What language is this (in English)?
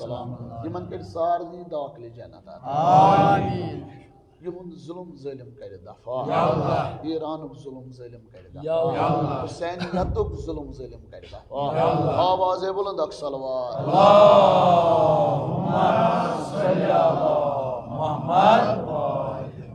Kashmiri